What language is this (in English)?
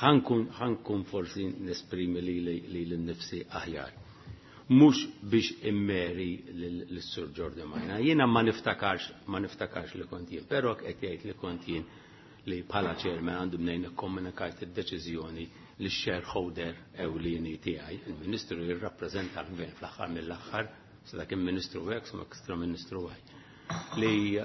Maltese